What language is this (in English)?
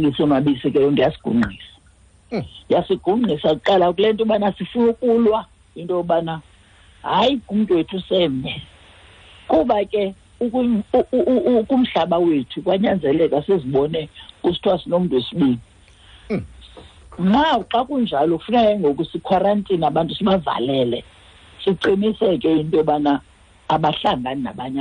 Xhosa